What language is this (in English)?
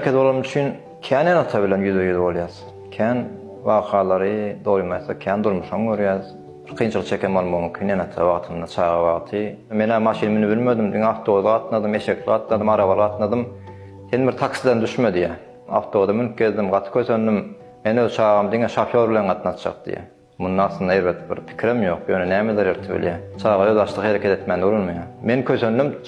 Turkmen